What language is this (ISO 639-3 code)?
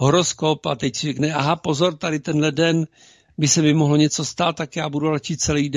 ces